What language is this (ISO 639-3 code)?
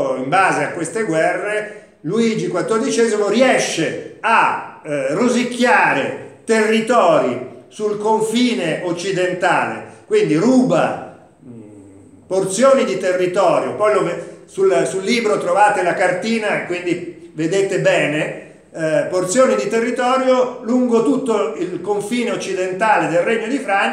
ita